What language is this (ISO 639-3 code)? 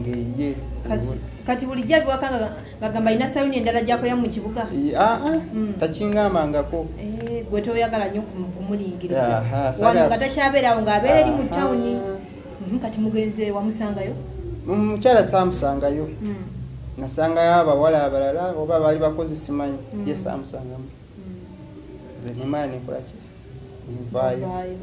lug